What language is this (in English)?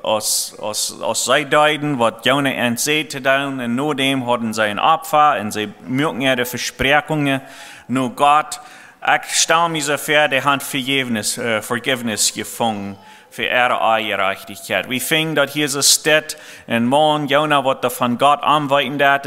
Plautdietsch